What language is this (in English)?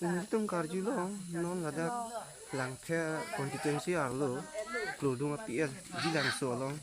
Karbi